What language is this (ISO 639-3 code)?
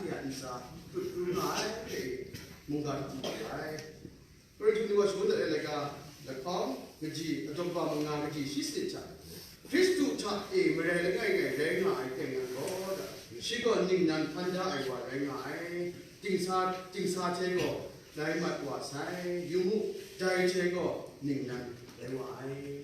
kac